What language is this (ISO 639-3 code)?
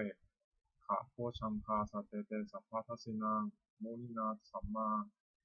pli